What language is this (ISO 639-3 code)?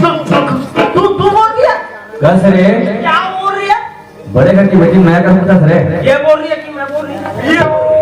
hne